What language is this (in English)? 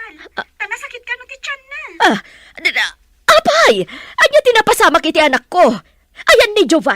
Iloko